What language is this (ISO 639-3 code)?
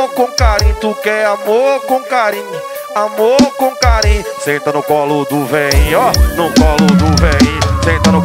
por